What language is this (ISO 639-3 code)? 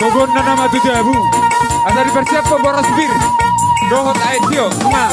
bbc